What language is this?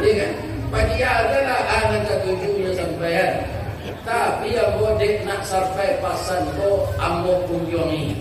Minangkabau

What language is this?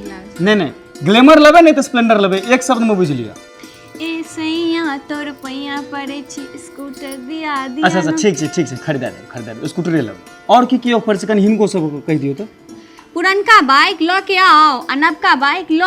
Maithili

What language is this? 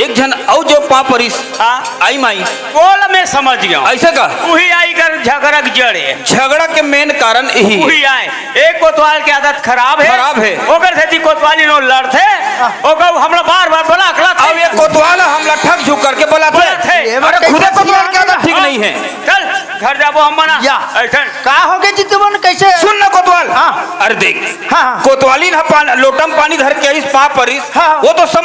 Chhattisgarhi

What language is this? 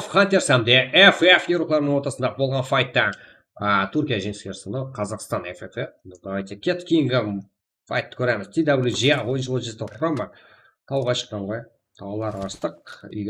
Kara-Kalpak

